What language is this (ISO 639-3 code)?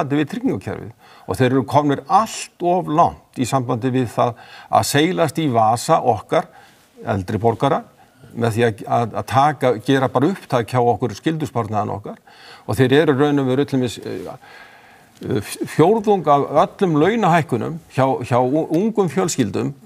isl